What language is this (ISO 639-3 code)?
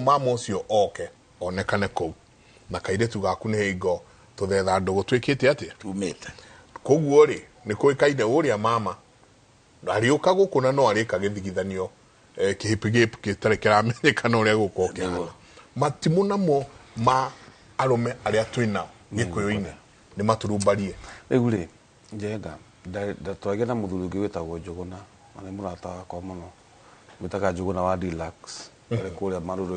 kik